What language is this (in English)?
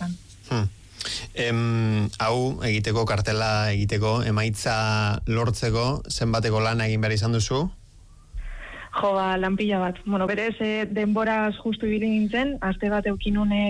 Basque